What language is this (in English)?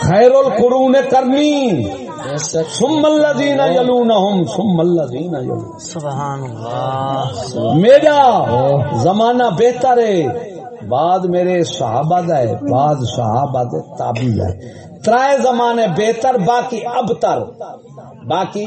Saraiki